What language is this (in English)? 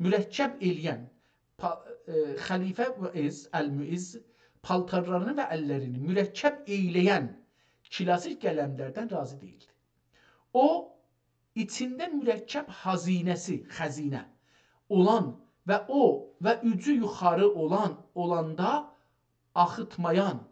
South Azerbaijani